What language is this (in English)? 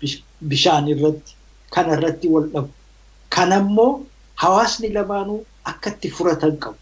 Oromo